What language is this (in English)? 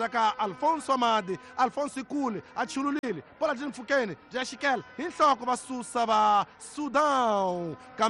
Tsonga